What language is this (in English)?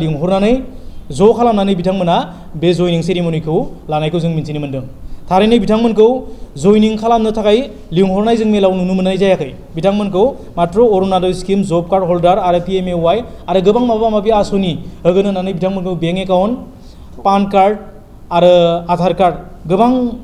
Bodo